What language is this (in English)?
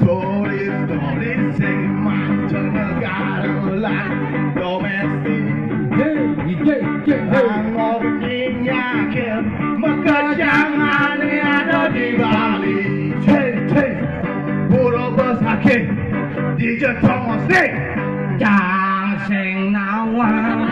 Balinese